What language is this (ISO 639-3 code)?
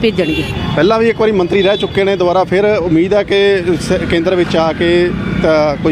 pan